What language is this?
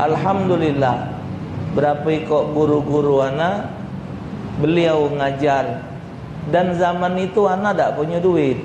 Musi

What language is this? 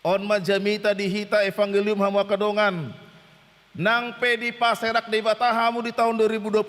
Batak Toba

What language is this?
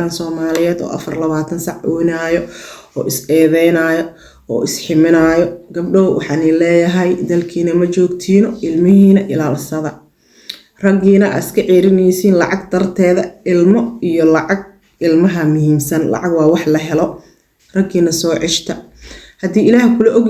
Somali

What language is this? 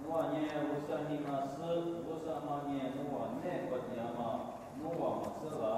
Lisu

